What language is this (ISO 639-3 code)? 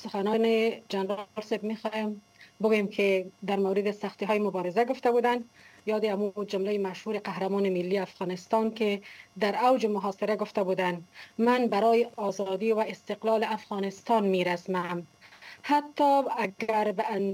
fas